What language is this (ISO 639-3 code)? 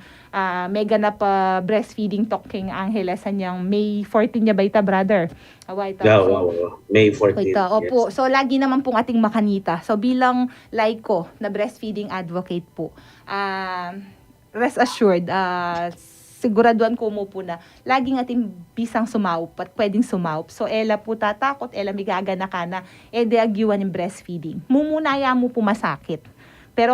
pam